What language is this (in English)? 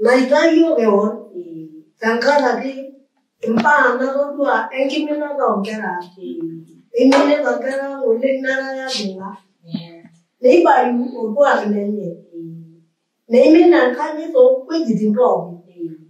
Masai